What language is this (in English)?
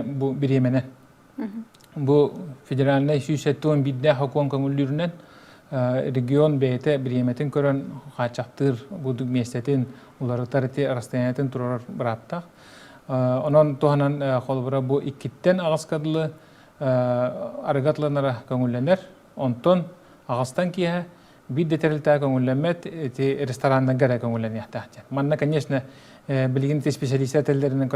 Yakut